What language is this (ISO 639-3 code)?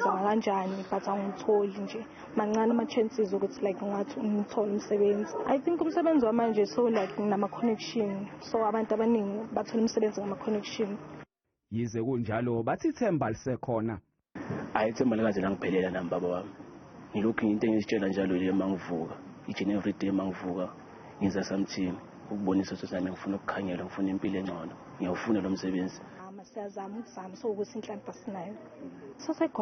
zul